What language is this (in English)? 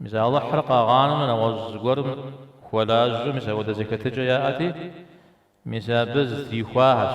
Kabardian